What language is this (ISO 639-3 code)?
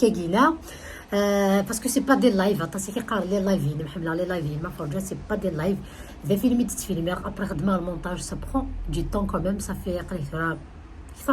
kab